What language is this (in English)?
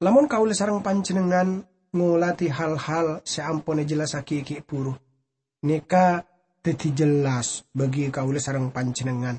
Madurese